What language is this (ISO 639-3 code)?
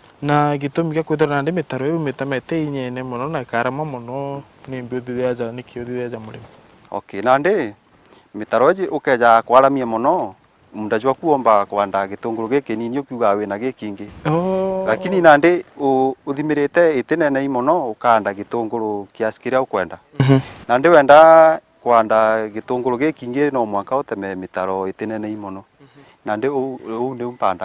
mer